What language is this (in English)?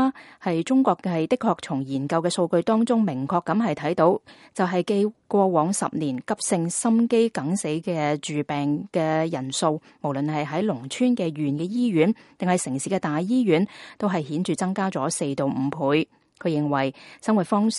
Cantonese